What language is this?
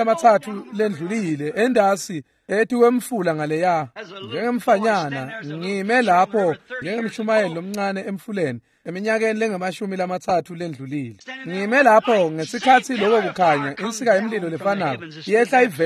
Swati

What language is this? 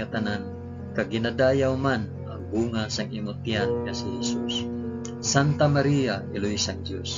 Hiligaynon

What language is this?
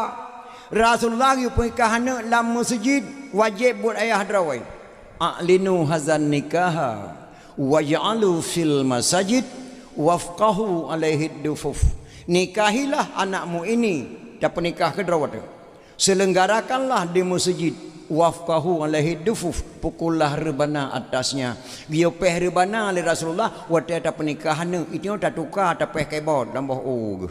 Achinese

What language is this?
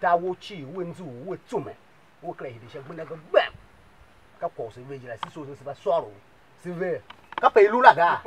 Tiv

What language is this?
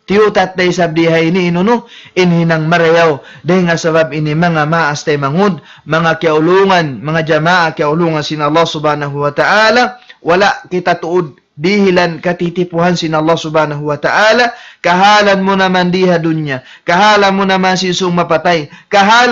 Tausug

